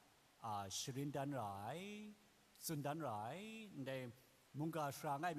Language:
Kachin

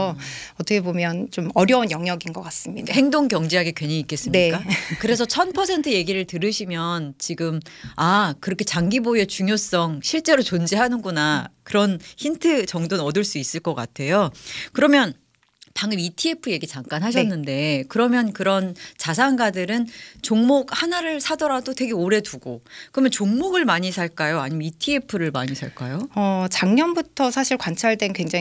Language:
Korean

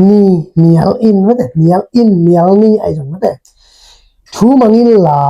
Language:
Tedim Chin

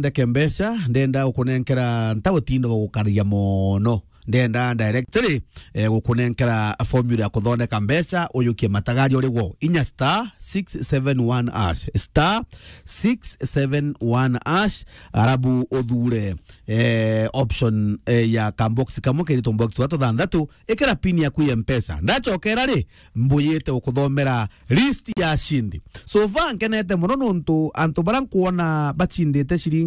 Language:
Meru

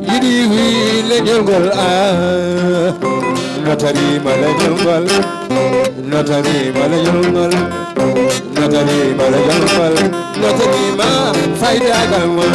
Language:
Fula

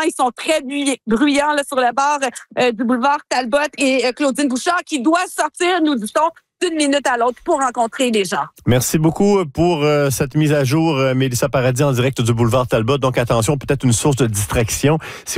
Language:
French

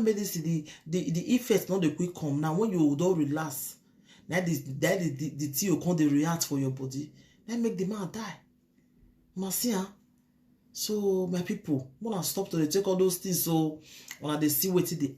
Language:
Nigerian Pidgin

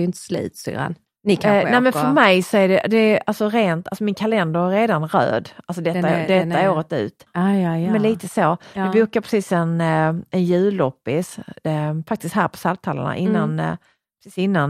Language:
Swedish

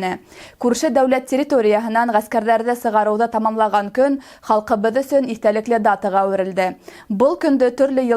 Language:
Bashkir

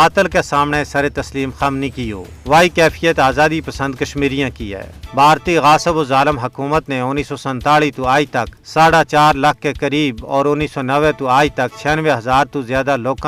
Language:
Gujari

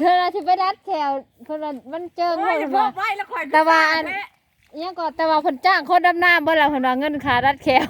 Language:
Northeastern Thai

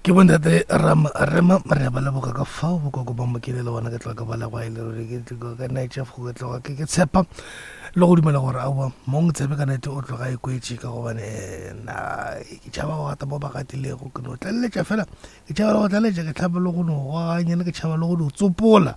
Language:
Northern Sotho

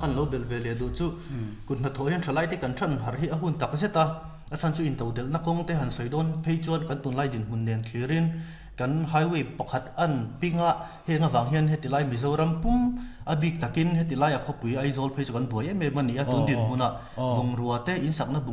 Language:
Mizo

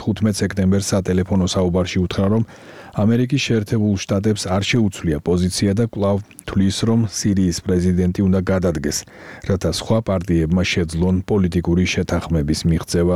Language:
Georgian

